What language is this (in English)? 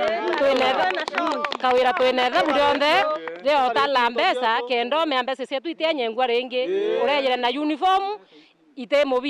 Meru